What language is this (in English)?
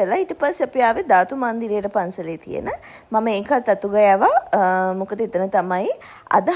Sinhala